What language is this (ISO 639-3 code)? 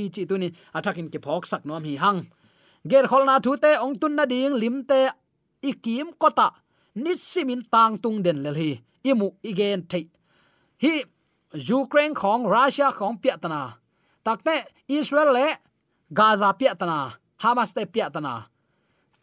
ctd